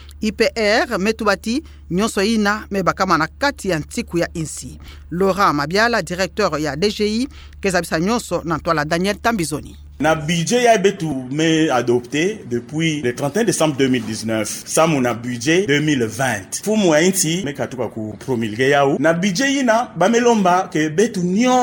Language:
Kituba (Democratic Republic of Congo)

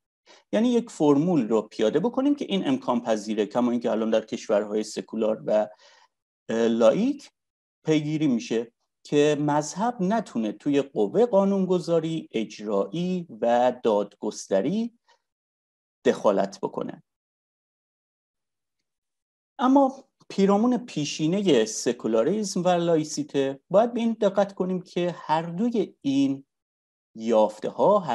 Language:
Persian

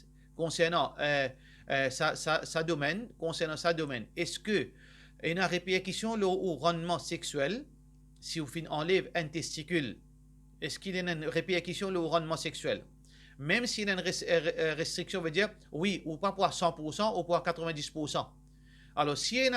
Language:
Morisyen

